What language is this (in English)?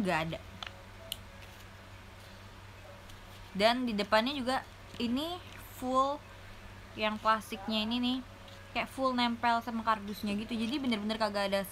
Indonesian